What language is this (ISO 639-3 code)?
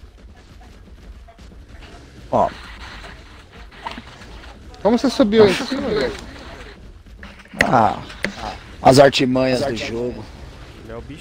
por